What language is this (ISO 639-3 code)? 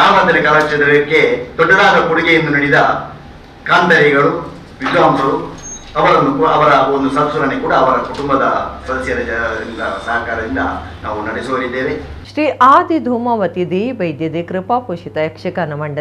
tcy